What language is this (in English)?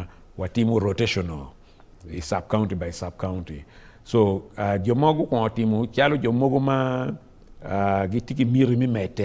Acoli